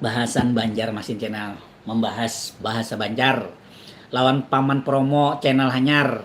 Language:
Banjar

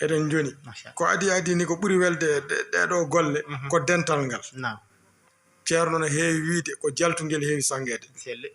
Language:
Fula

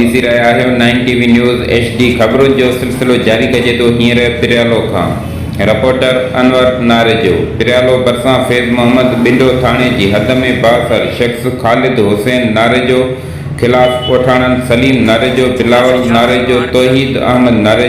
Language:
Sindhi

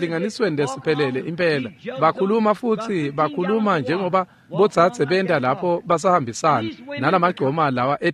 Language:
Swati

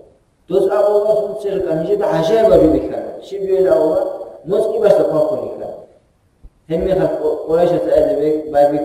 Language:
Avaric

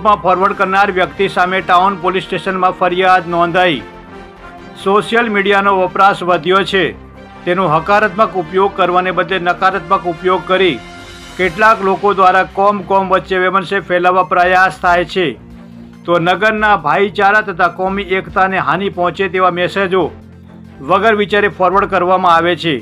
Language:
Gujarati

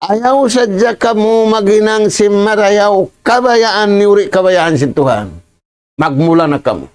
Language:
Tausug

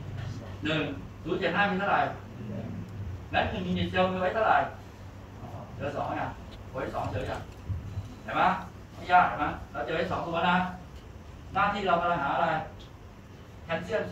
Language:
Thai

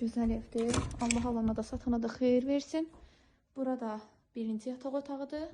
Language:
Azerbaijani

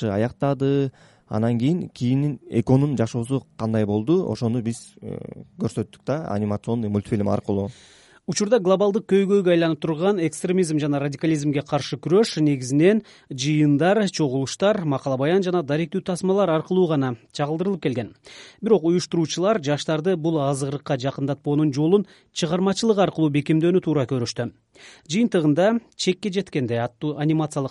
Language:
Kyrgyz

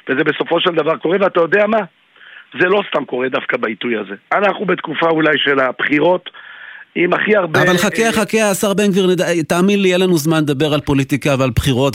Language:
Hebrew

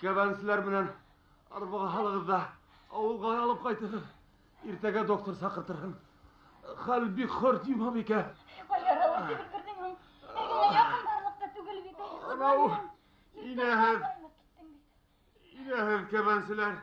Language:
Bashkir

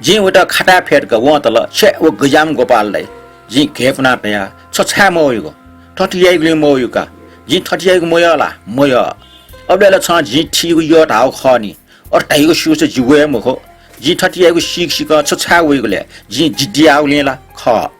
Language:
Newari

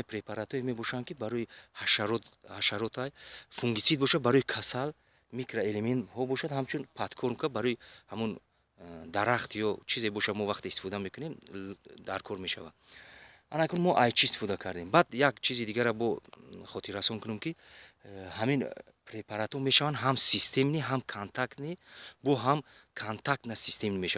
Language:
Tajik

